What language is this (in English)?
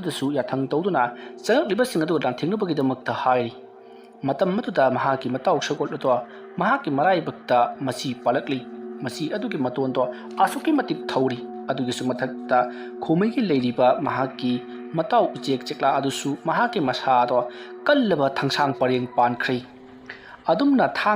Manipuri